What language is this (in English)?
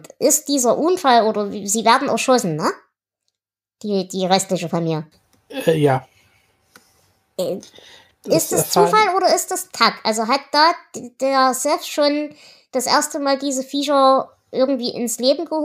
German